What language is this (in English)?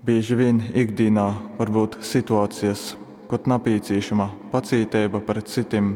Latgalian